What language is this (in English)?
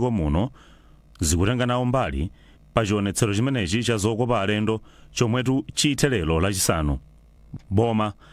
Nyanja